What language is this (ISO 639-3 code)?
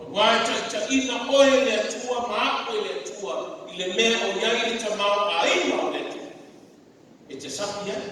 smo